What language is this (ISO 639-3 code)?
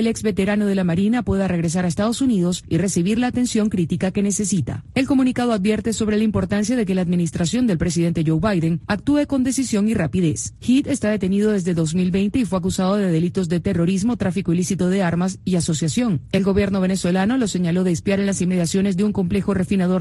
spa